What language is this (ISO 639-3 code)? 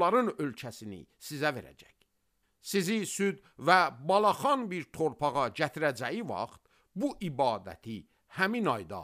aze